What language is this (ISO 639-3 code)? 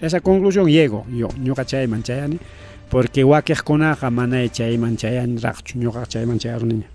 quy